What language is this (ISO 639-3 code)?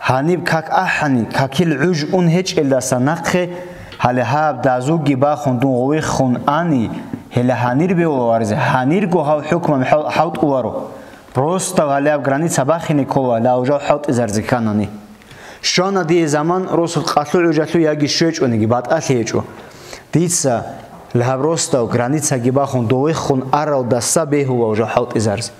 ava